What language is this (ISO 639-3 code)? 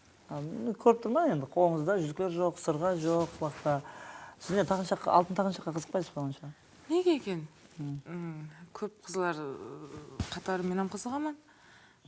kaa